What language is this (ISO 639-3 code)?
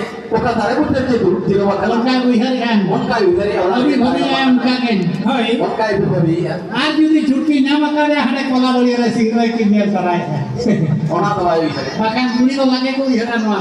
sat